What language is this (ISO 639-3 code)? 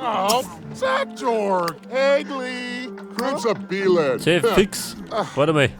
bar